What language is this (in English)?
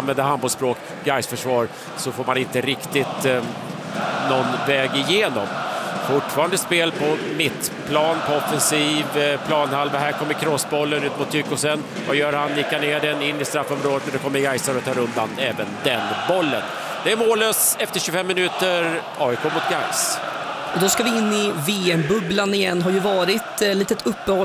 Swedish